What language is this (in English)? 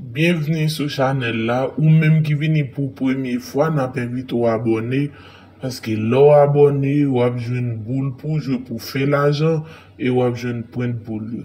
Haitian Creole